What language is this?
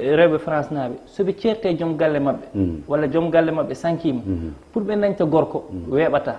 Fula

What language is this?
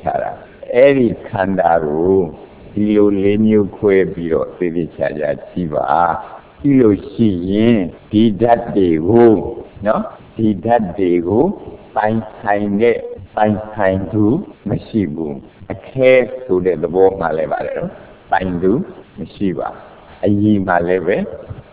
Burmese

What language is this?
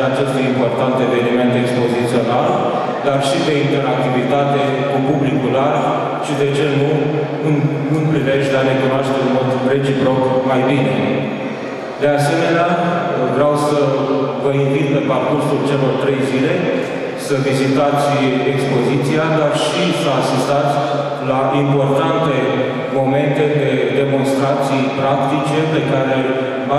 Romanian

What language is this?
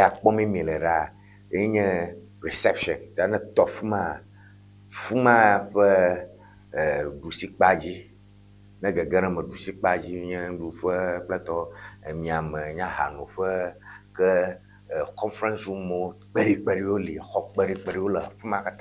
Ewe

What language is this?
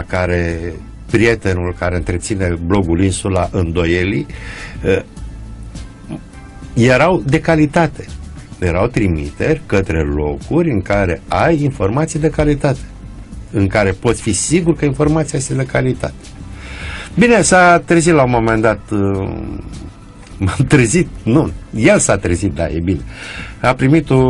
Romanian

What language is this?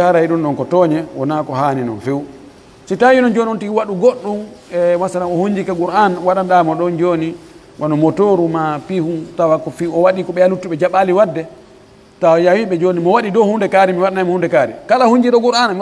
Pular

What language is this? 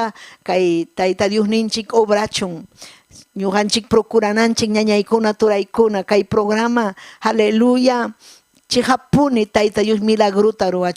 Ayacucho Quechua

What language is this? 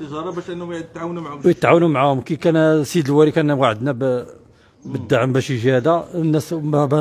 Moroccan Arabic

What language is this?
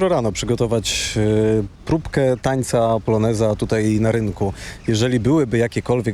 Polish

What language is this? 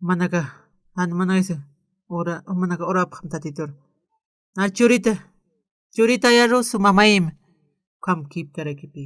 Aymara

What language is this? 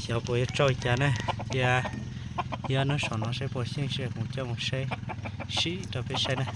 Hmong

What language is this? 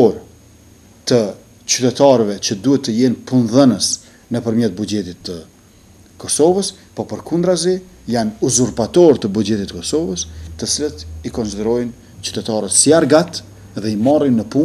Albanian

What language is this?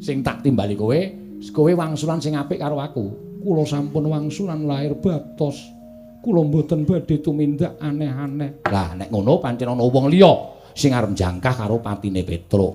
Javanese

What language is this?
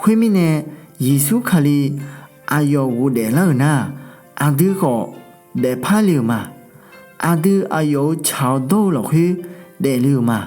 Akha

